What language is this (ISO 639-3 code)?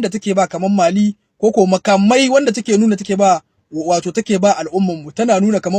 hau